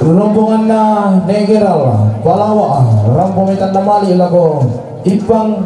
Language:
Toraja-Sa'dan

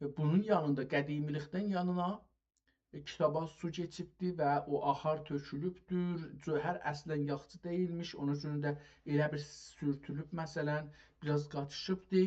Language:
South Azerbaijani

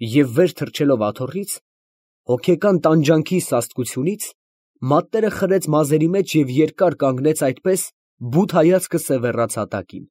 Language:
Armenian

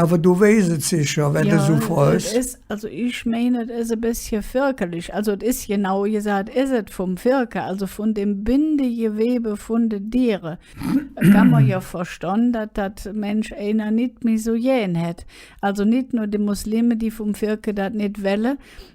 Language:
Colognian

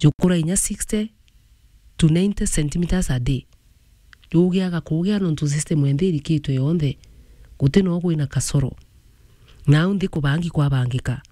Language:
Meru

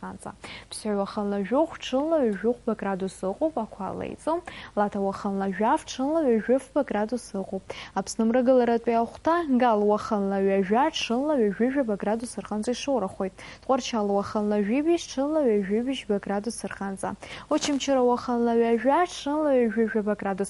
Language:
Abkhazian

